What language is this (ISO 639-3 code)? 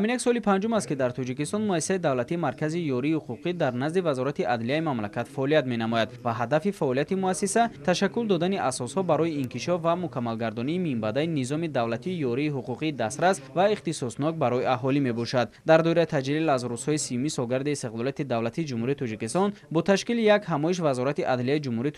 tgk